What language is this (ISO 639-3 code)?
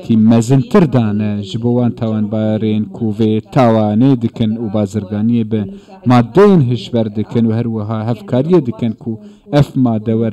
kur